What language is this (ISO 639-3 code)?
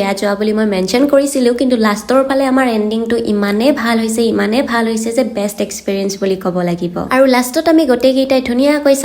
asm